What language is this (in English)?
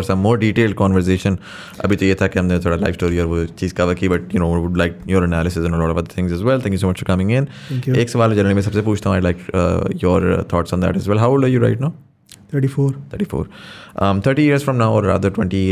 Hindi